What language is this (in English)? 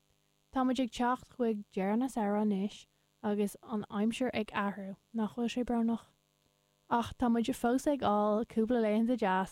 Irish